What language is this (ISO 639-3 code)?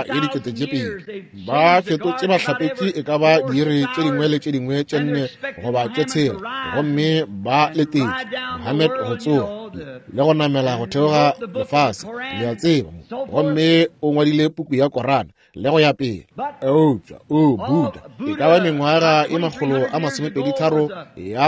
nso